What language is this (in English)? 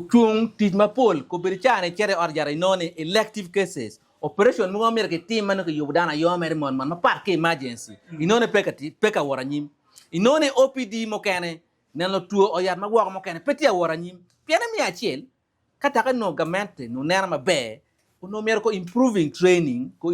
Acoli